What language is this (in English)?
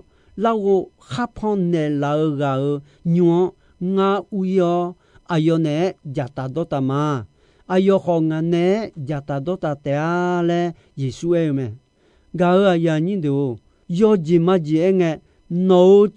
Akha